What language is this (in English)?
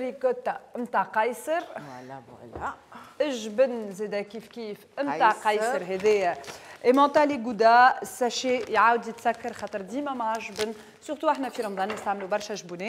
Tunisian Arabic